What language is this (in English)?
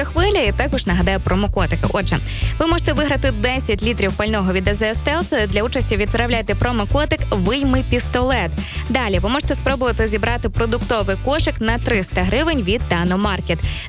Ukrainian